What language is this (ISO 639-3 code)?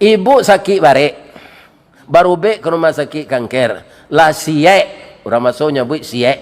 min